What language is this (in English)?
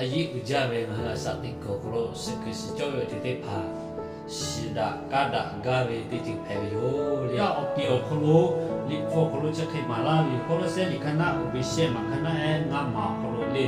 Lahu